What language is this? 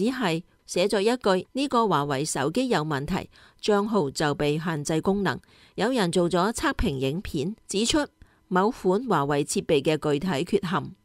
Cantonese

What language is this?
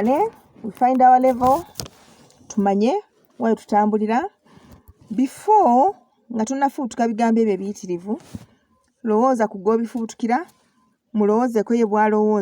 Ganda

